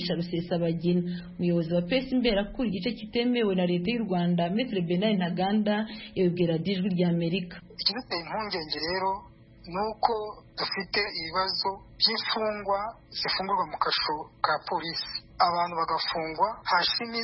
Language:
Kinyarwanda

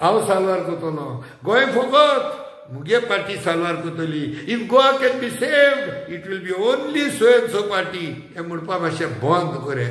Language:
Konkani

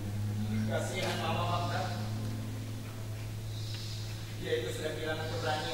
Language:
Indonesian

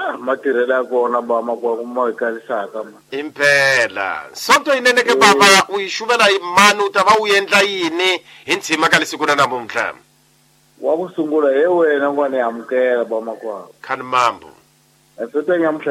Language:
Tsonga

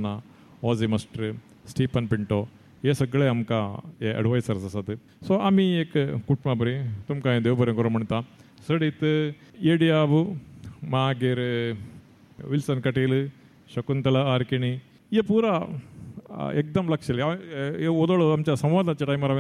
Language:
Konkani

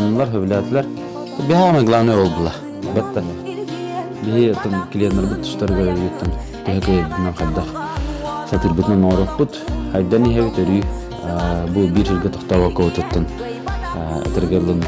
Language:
Yakut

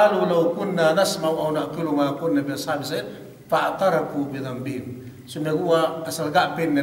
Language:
Yakan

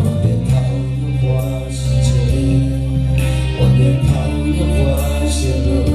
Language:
Hmong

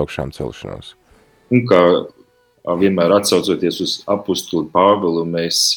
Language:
Latvian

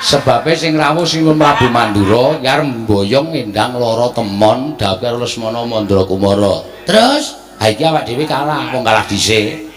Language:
Javanese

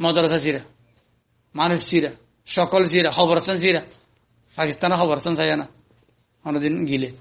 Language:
Rohingya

